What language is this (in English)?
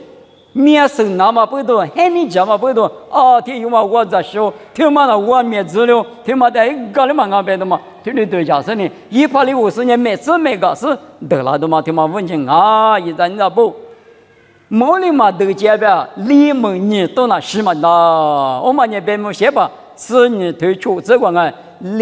Lisu